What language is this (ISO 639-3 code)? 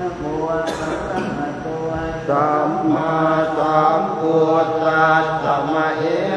pli